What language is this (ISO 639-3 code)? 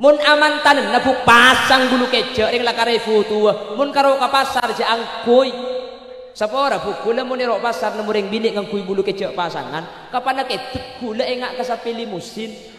mad